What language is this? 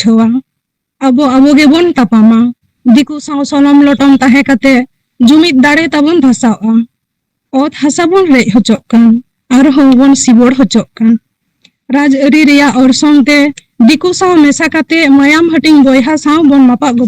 Santali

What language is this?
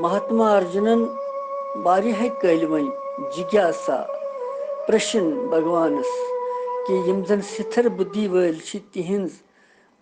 Kashmiri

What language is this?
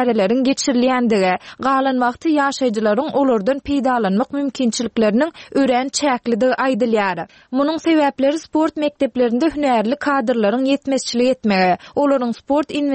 Turkmen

